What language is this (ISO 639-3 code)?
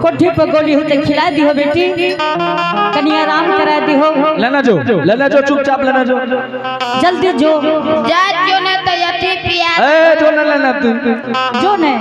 anp